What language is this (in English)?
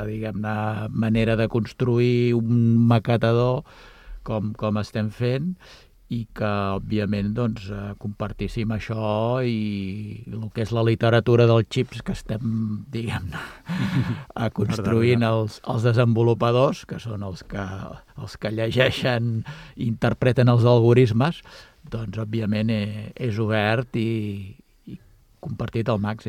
Catalan